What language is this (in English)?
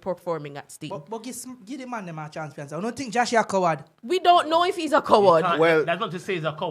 Jamaican Creole English